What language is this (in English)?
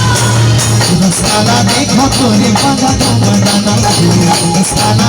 Chhattisgarhi